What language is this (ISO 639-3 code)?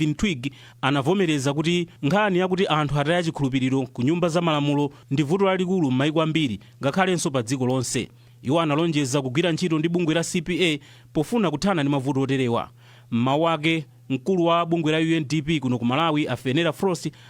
nya